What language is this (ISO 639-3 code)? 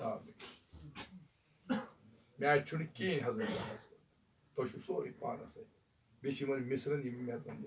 kas